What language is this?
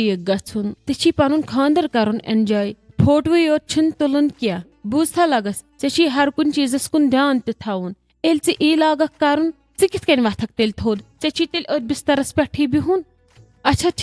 Kashmiri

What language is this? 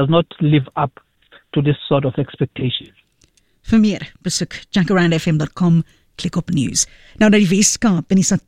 Afrikaans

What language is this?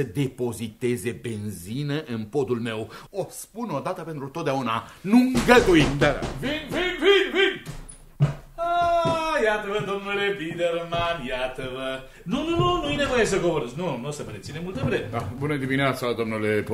Romanian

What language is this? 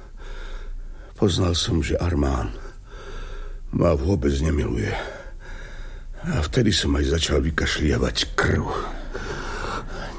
Slovak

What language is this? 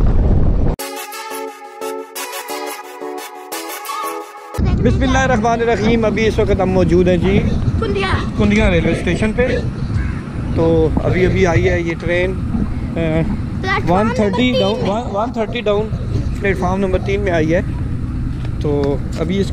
Hindi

